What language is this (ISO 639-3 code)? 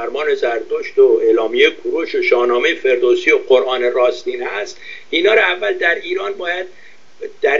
fas